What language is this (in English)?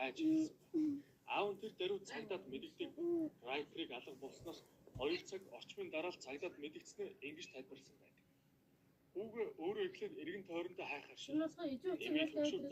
Mongolian